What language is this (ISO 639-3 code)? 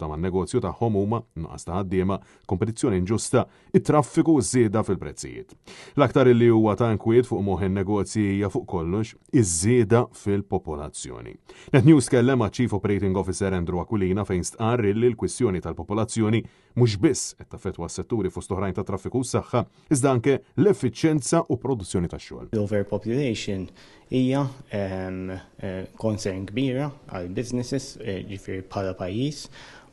mlt